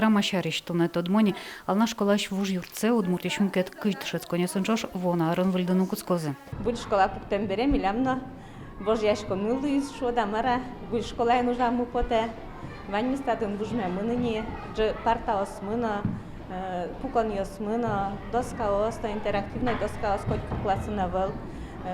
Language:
Udmurt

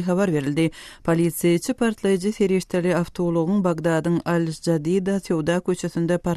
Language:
Turkmen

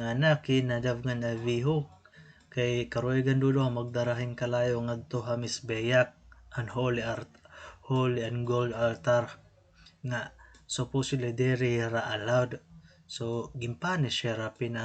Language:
Waray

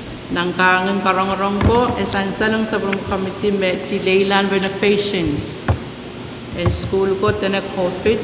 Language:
Pohnpeian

